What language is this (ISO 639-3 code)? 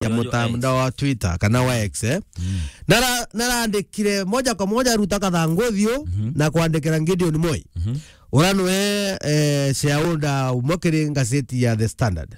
mer